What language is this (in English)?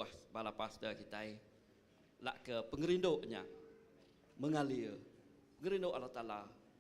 Iban